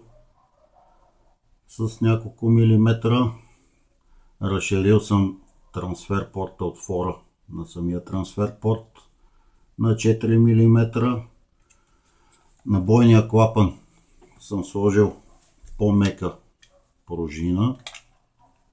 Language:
Bulgarian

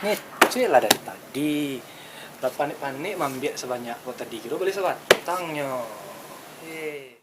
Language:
Minangkabau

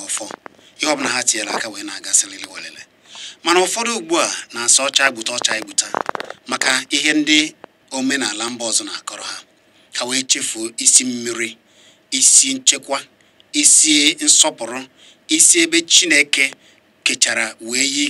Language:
Igbo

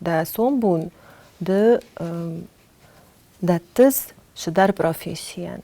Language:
Ossetic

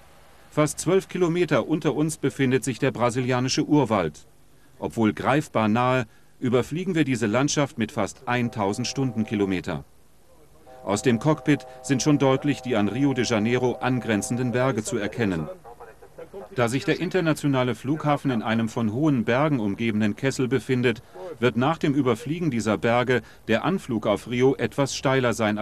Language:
German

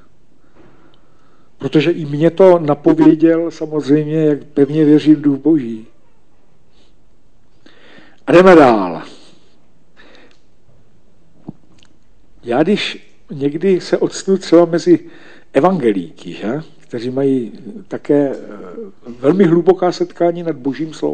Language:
Czech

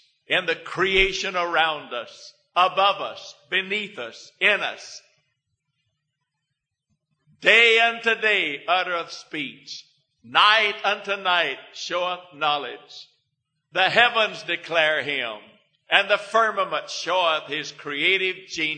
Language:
English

